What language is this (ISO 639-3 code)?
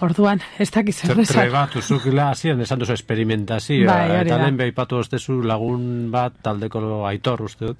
eus